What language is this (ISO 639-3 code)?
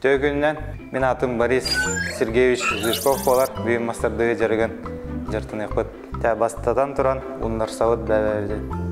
sah